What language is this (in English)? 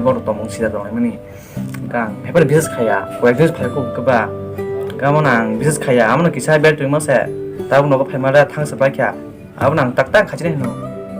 Kok Borok